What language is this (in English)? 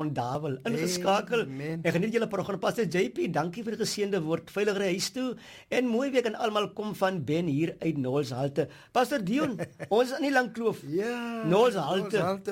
Afrikaans